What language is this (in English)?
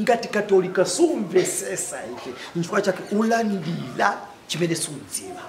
Nyanja